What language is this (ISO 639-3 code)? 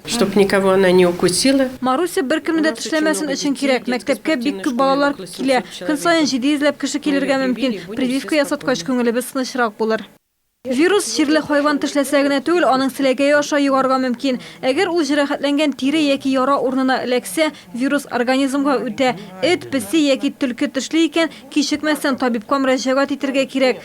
tat